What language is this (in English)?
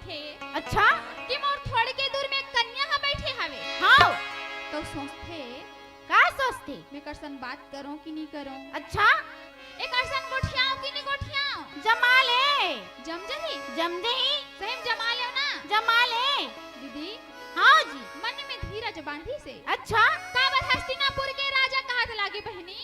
Chhattisgarhi